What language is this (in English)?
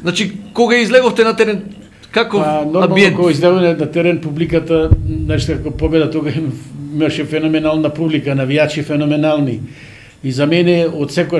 Macedonian